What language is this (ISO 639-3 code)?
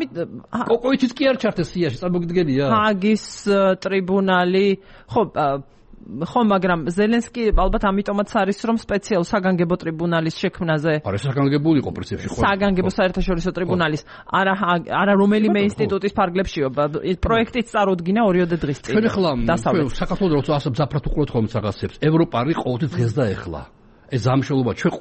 kat